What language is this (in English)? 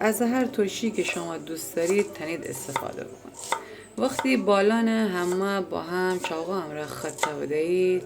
Gilaki